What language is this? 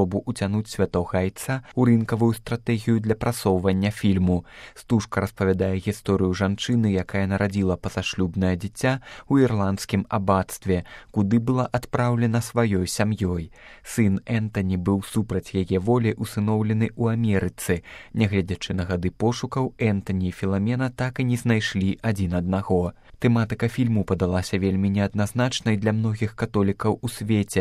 Belarusian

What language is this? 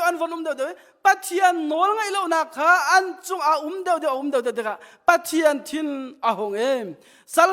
Hakha Chin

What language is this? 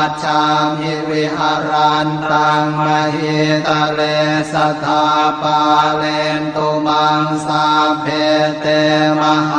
Pali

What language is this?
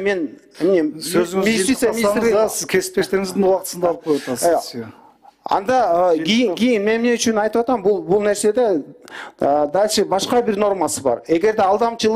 Kyrgyz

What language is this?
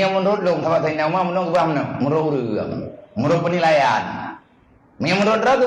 Achinese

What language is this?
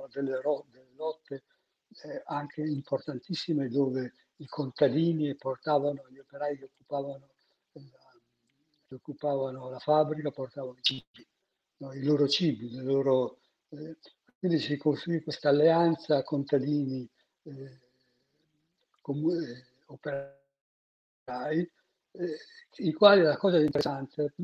Italian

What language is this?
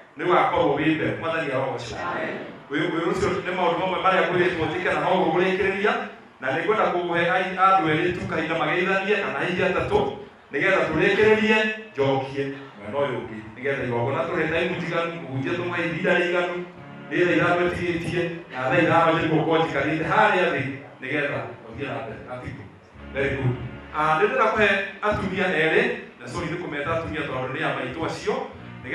Kikuyu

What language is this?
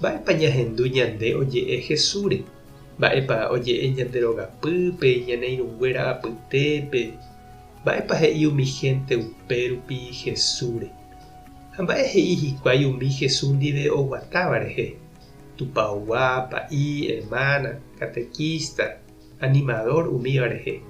Guarani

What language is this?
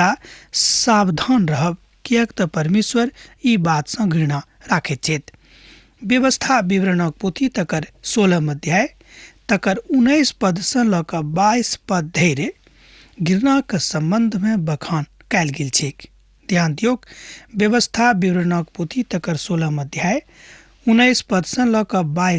Maithili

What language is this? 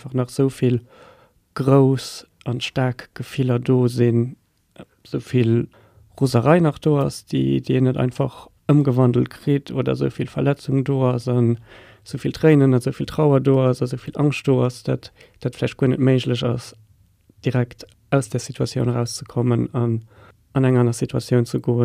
Luxembourgish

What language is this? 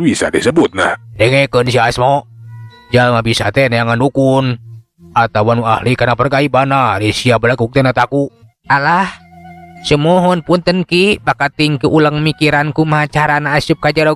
Sundanese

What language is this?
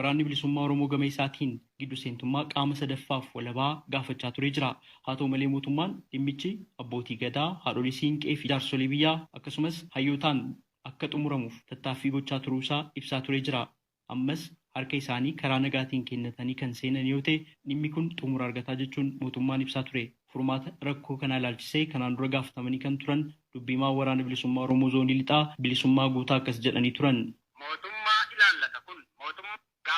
Oromo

